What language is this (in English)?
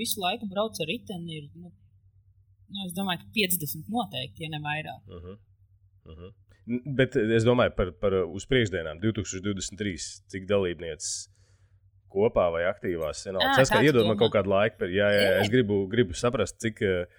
Latvian